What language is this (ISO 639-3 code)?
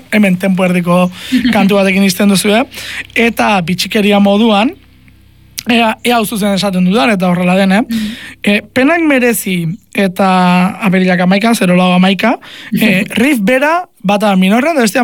eus